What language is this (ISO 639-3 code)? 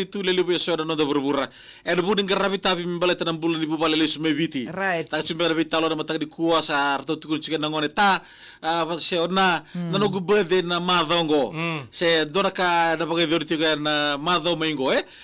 fij